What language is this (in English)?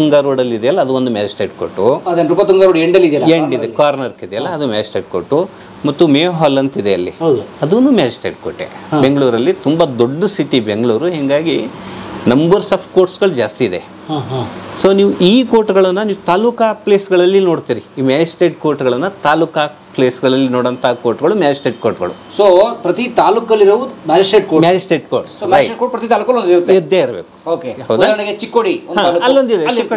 Kannada